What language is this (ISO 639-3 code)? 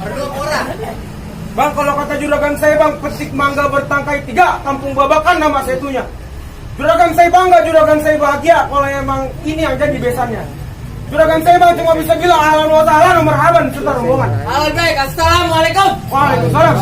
bew